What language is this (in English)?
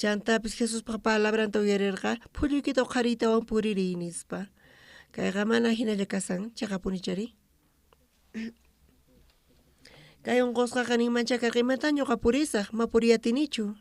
South Bolivian Quechua